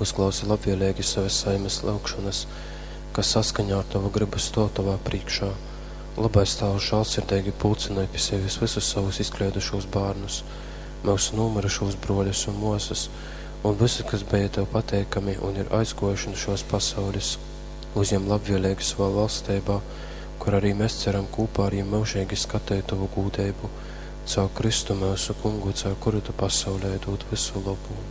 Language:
Latgalian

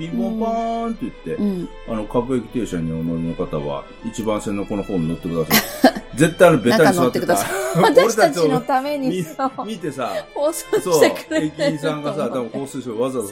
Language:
Japanese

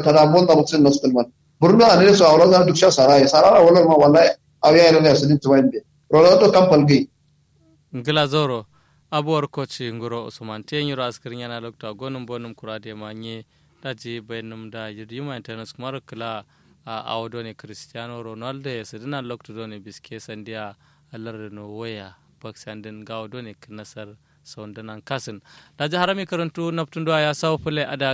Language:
Kanuri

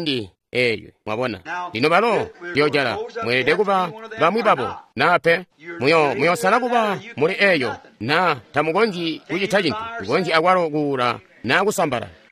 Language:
Tonga (Zambia)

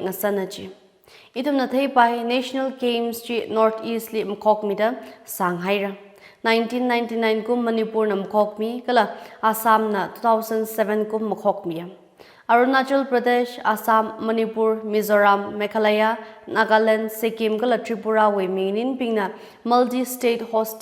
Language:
Tangkhul Naga (India)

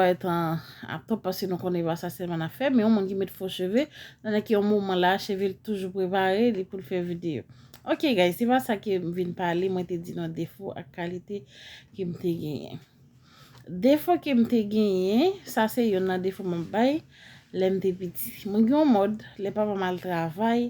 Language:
Haitian Creole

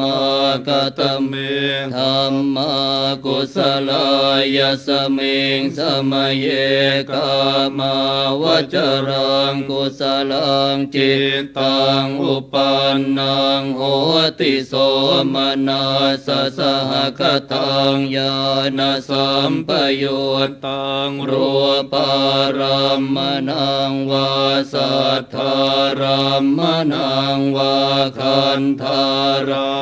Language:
Pali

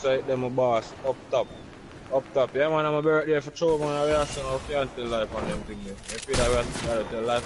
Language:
Jamaican Creole English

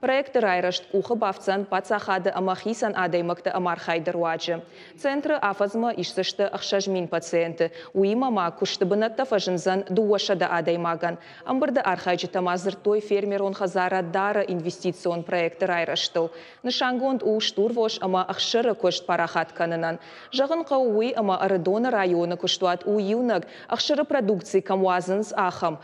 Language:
Ossetic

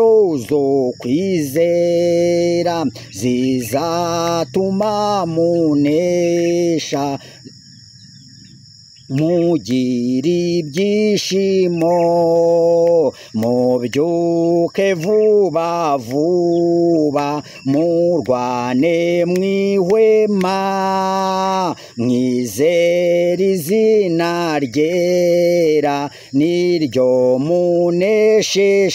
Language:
Kinyarwanda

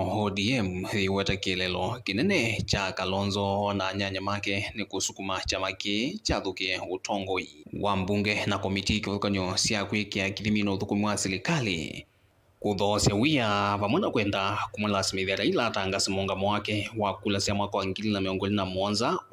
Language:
Kamba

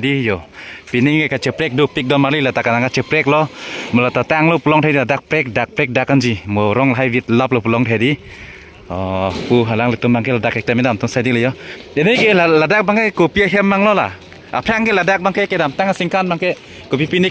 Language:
Karbi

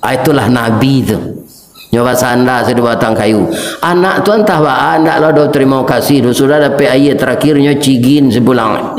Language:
Minangkabau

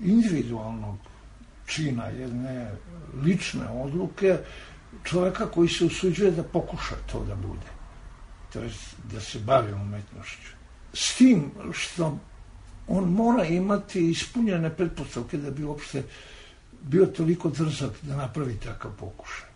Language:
Serbian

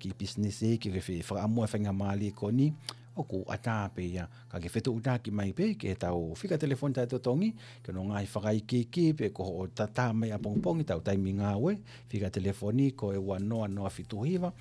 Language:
Tongan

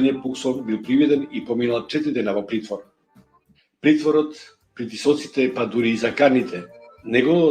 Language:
Balkan Romani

